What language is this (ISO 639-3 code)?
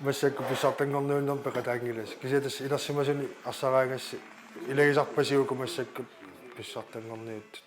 kal